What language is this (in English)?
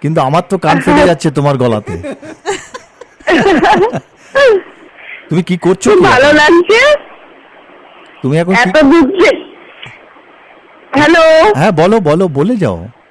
Bangla